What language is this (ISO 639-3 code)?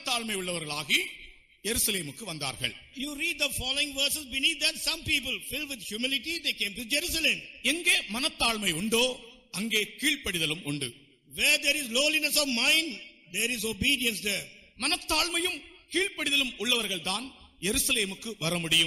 tam